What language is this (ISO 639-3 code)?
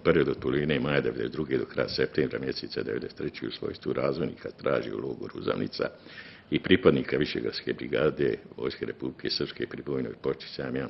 bos